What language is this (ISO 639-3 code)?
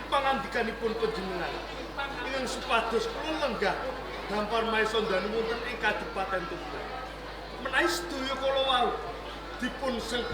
jav